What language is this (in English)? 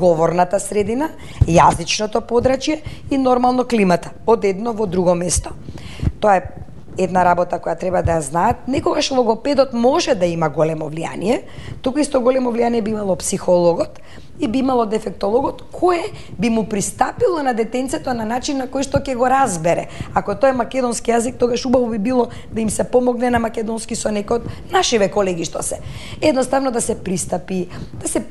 Macedonian